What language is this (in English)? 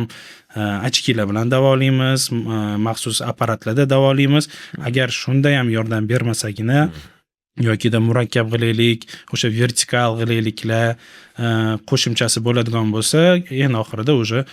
Uzbek